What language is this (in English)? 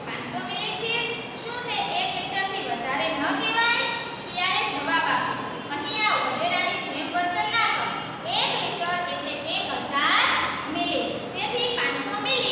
Gujarati